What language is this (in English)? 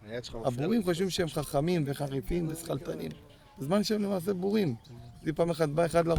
Hebrew